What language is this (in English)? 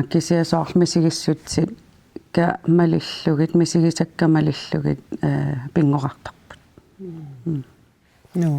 Kalaallisut